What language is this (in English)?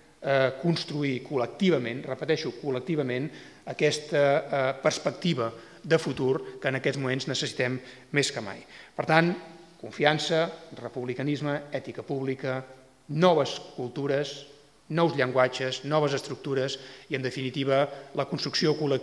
Catalan